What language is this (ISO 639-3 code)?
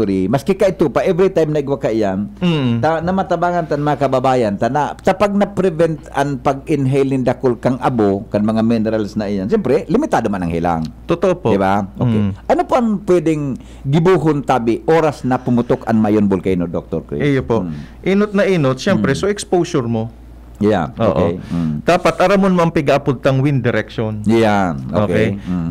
bik